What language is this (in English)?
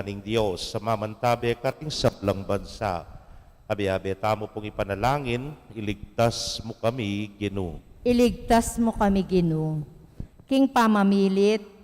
Pampanga